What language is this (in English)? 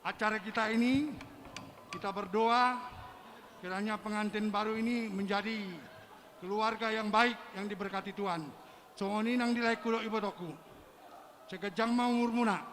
Batak Toba